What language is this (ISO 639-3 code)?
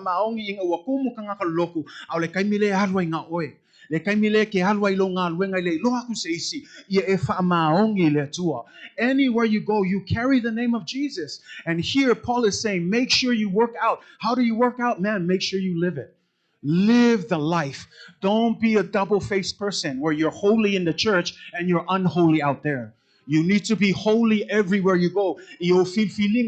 smo